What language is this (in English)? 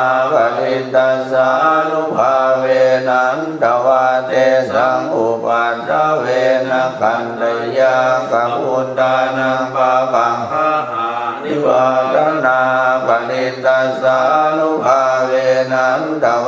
Pali